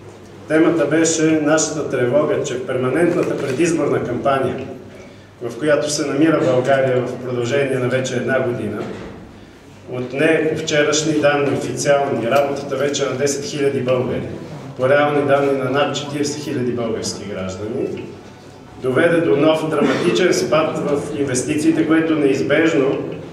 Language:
Bulgarian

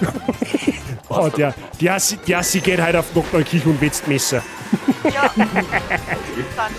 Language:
Bavarian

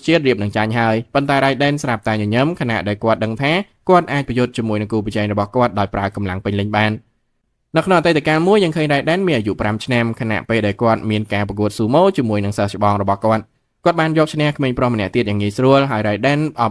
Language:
Khmer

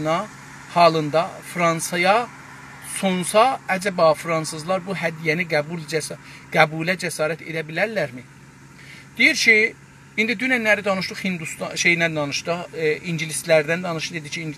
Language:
South Azerbaijani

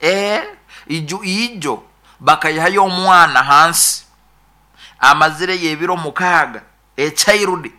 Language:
Nyoro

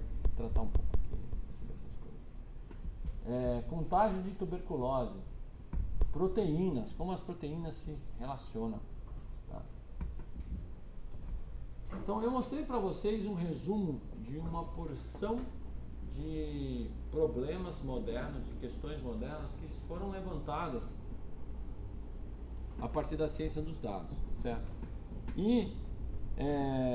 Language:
Portuguese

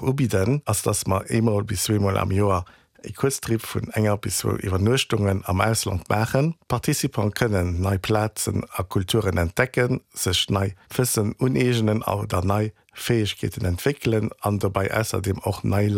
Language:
Luxembourgish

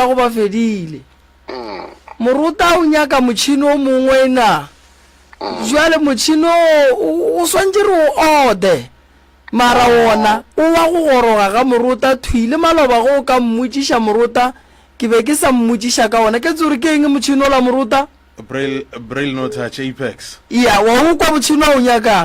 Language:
Northern Sotho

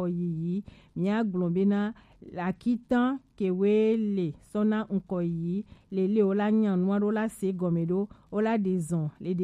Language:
Gen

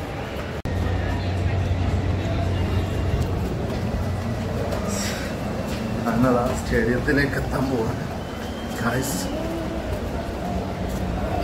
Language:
Malayalam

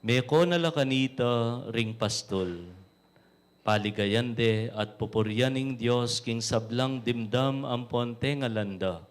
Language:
Pampanga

